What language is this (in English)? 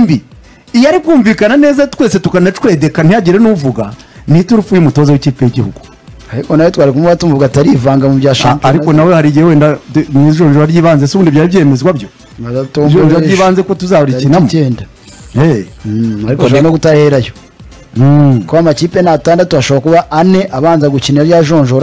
Kinyarwanda